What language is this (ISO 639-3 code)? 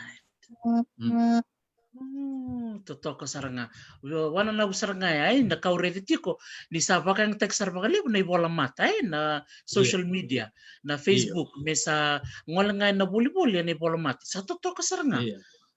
fij